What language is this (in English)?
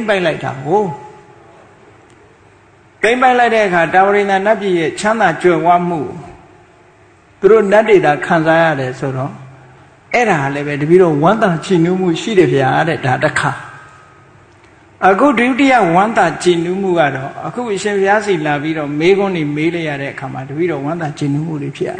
Burmese